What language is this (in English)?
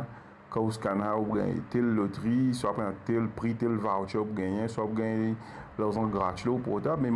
Morisyen